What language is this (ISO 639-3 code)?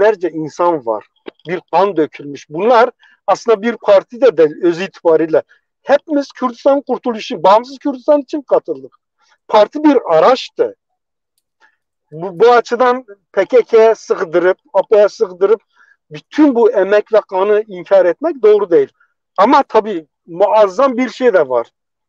tur